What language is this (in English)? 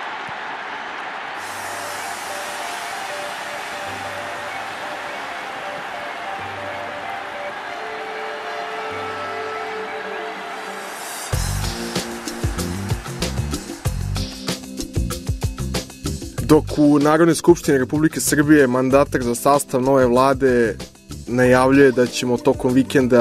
Serbian